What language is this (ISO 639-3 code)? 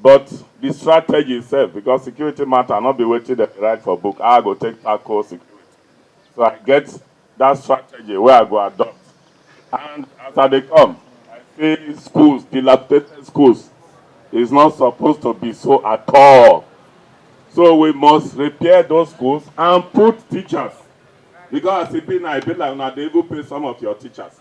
pcm